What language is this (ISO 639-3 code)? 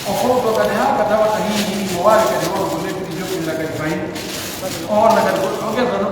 fuf